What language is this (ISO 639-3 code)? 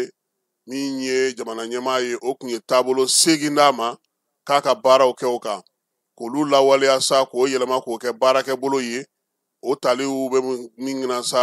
bam